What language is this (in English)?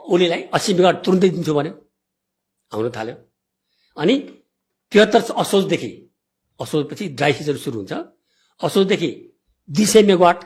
Nepali